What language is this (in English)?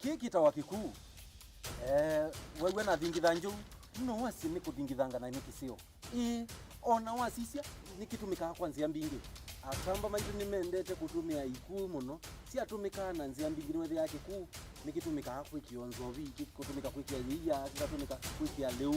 Kamba